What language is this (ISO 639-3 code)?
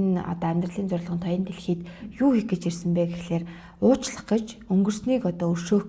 mon